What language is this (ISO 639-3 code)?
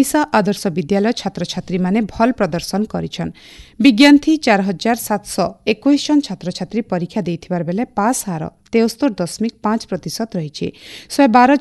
ori